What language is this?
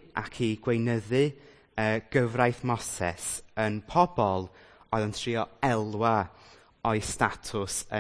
Welsh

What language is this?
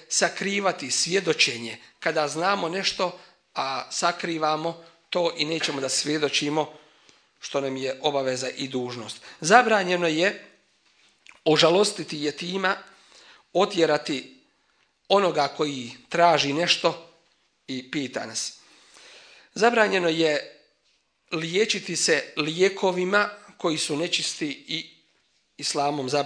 Bosnian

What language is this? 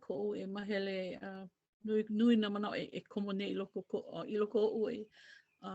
Hawaiian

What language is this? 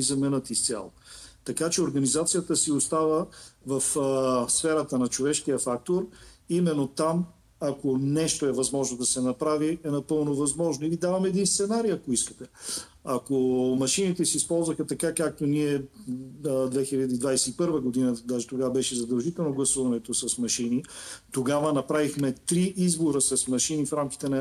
Bulgarian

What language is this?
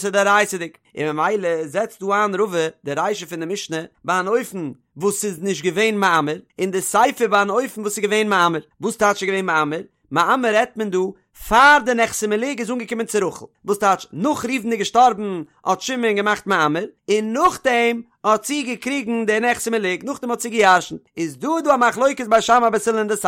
Yiddish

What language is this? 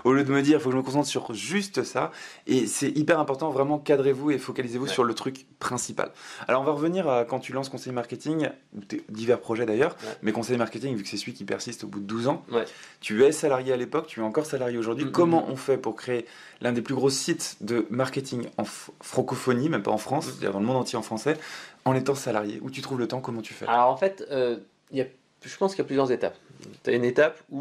French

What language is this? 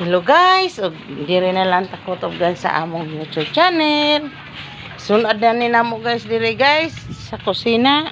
Cebuano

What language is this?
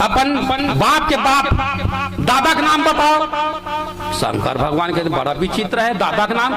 Chhattisgarhi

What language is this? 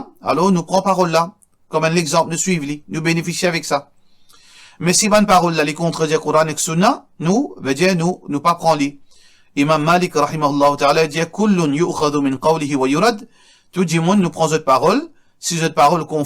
Morisyen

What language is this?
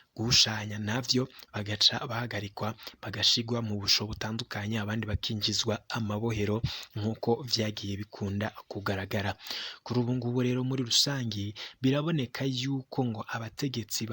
Rundi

